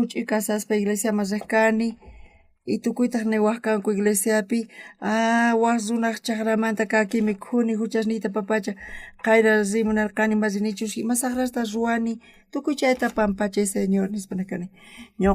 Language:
South Bolivian Quechua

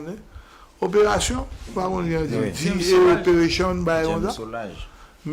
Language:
Haitian Creole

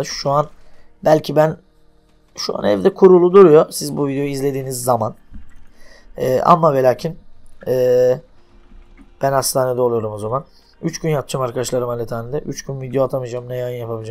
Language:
Turkish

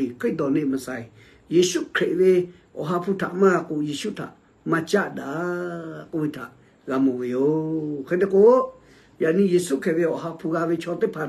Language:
Lahu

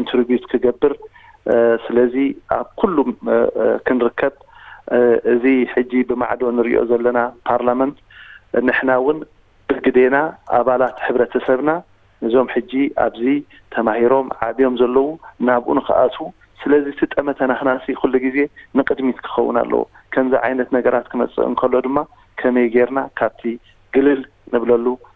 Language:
Tigrinya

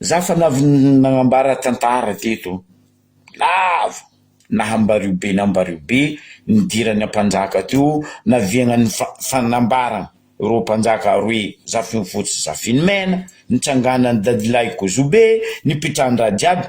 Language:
Malagasy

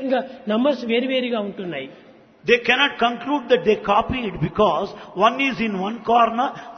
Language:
Telugu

